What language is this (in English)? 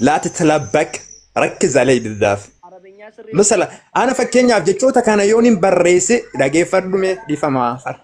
Oromo